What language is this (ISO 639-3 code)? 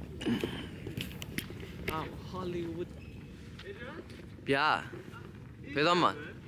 mya